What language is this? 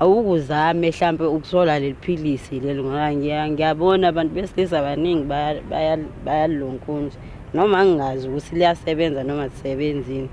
Zulu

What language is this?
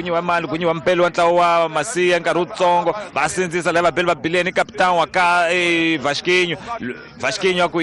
Tsonga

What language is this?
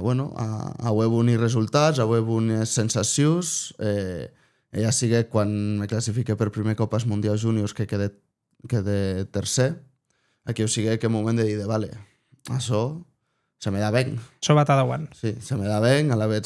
Occitan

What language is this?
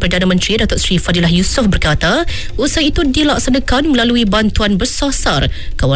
Malay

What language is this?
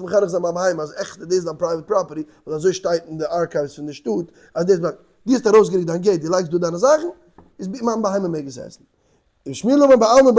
Yiddish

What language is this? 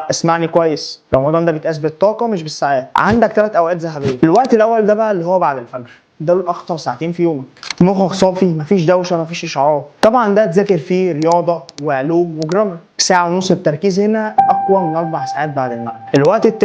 Egyptian Arabic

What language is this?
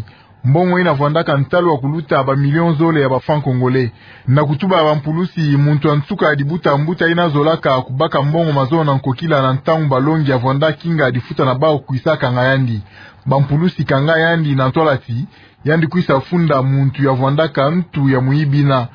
Kituba (Democratic Republic of Congo)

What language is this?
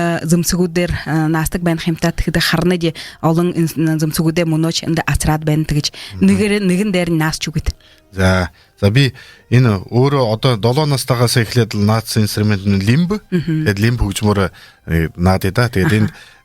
Buriat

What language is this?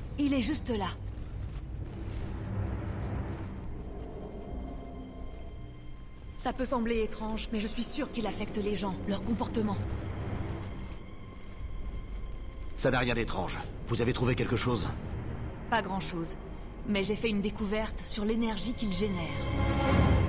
French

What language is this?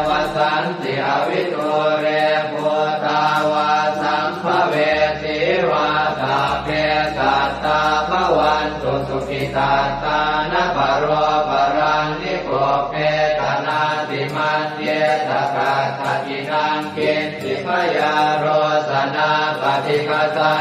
Pali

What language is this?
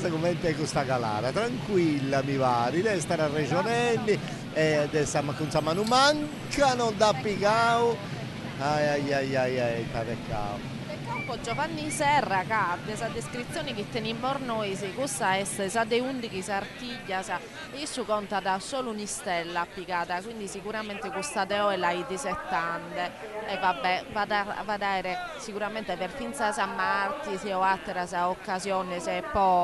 Sardinian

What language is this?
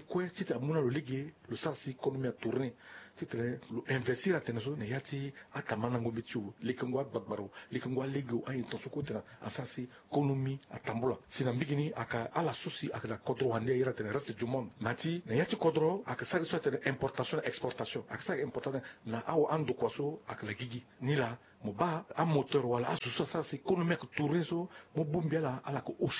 Sango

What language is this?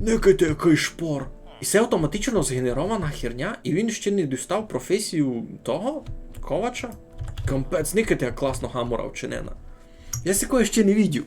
Rusyn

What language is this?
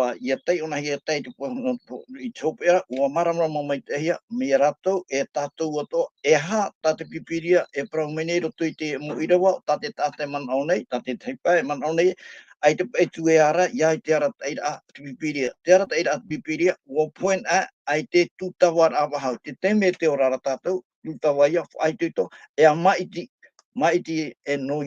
Tahitian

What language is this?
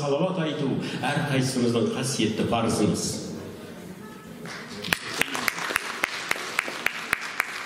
Kazakh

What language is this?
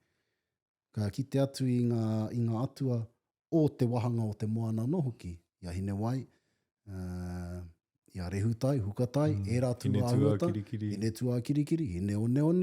Māori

